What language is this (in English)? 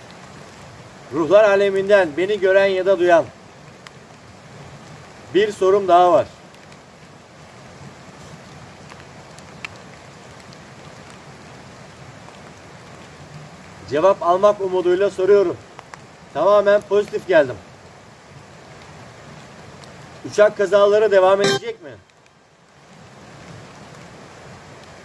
Turkish